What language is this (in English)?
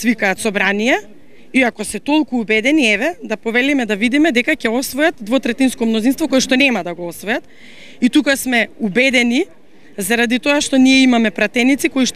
Macedonian